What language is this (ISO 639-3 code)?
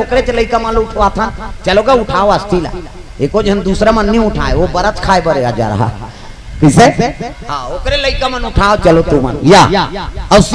hne